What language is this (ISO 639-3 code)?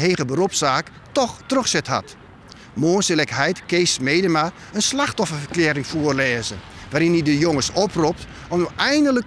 fry